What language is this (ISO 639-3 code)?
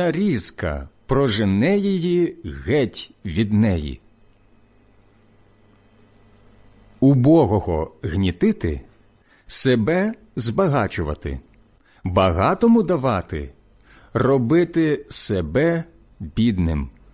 ukr